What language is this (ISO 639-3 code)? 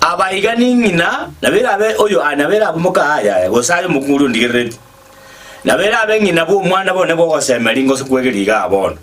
guz